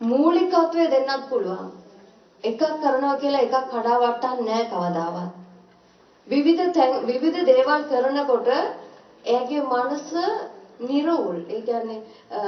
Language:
Sinhala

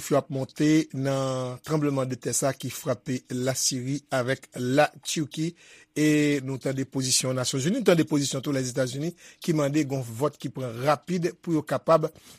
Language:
Haitian Creole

